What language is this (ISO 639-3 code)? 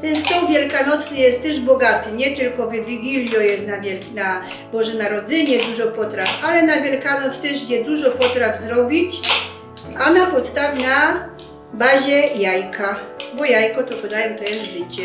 szl